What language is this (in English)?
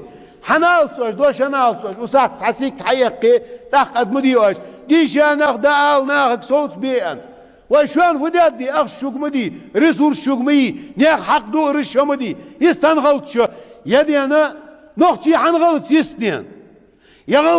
Ingush